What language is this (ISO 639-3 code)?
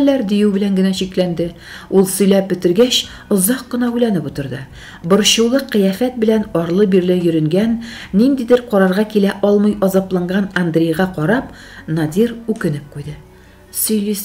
tat